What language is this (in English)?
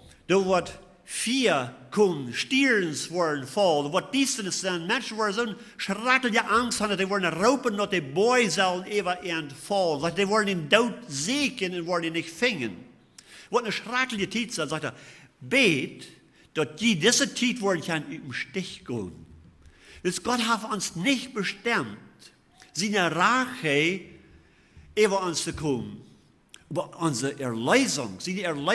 Plautdietsch